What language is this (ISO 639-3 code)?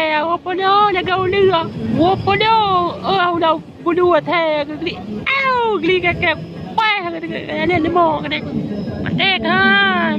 ace